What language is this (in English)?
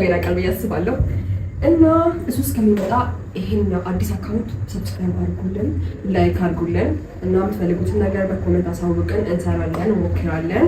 Amharic